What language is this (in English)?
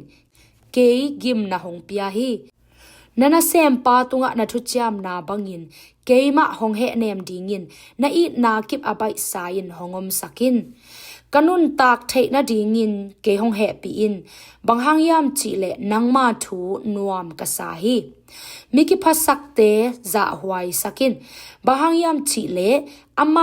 Tedim Chin